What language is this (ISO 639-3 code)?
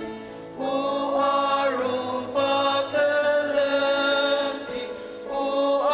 njo